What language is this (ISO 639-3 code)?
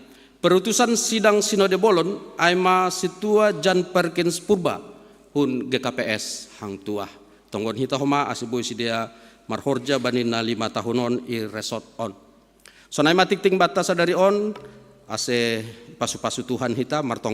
bts